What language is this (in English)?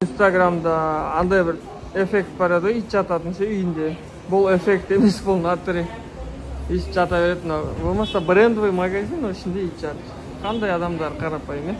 Kazakh